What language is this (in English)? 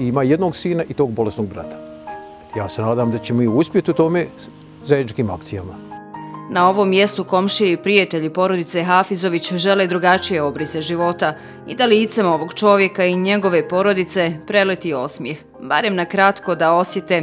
Bosnian